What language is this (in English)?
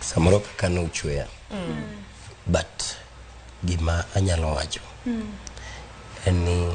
Luo (Kenya and Tanzania)